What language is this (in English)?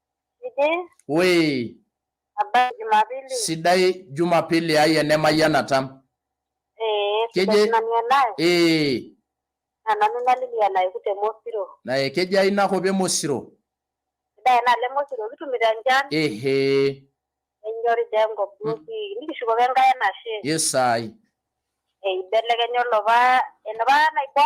Masai